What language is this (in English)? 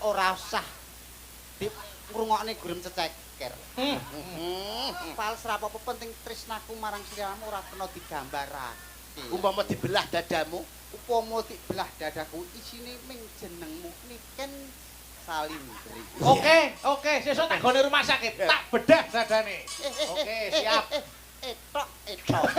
Javanese